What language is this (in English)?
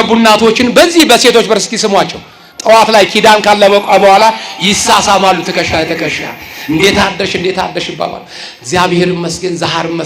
Amharic